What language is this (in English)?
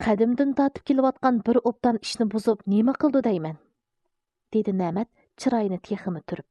Uyghur